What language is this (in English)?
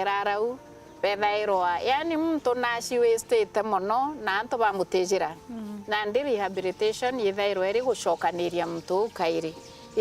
Meru